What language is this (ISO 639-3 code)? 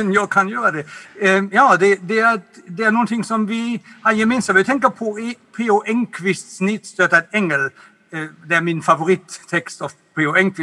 swe